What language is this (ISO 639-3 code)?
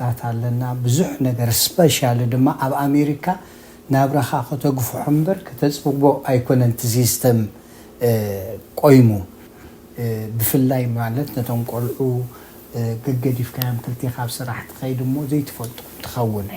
tir